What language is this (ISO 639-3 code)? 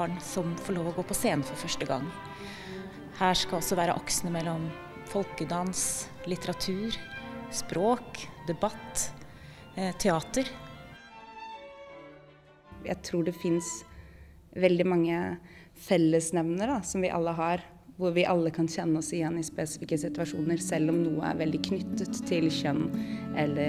nor